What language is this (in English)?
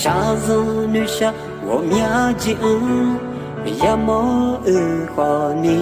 Akha